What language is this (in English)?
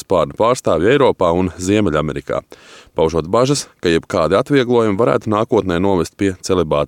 Latvian